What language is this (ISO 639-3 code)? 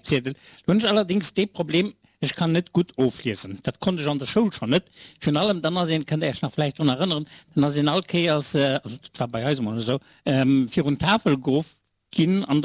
ltz